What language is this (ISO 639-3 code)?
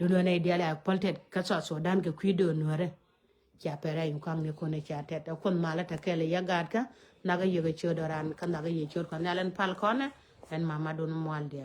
nus